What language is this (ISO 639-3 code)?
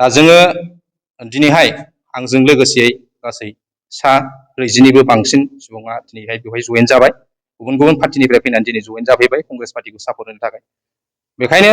brx